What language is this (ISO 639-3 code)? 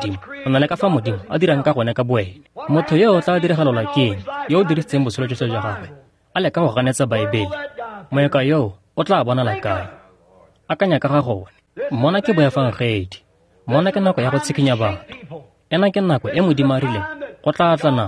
tsn